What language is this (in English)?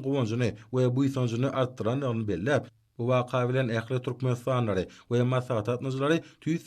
Turkmen